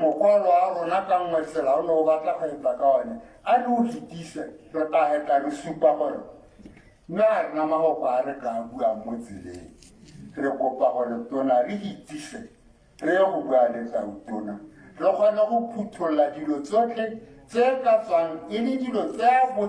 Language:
Tswana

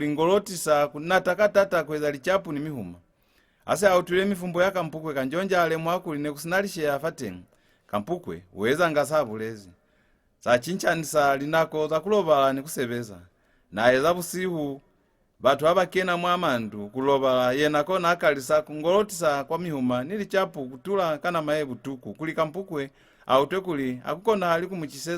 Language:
Lozi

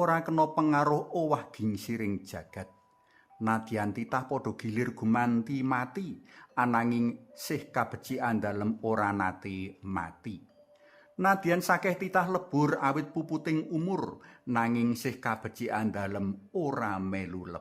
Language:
Javanese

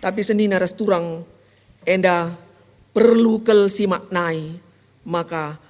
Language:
Batak Karo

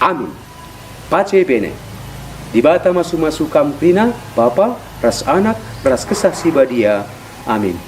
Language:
Batak Karo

